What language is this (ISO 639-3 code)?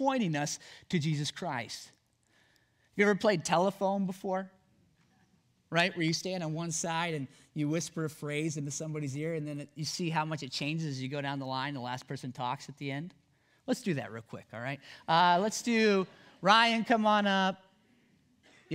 eng